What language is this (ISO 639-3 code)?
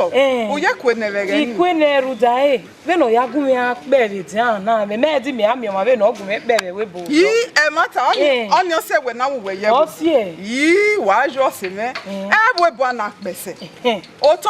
bin